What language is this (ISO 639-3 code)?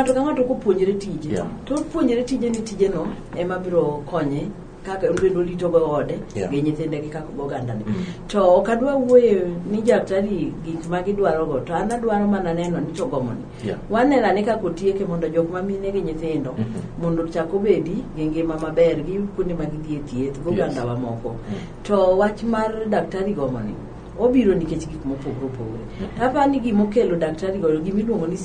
luo